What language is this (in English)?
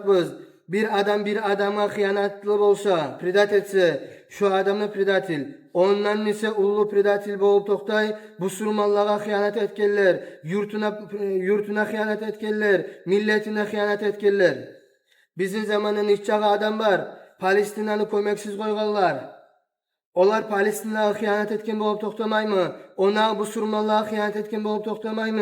Kumyk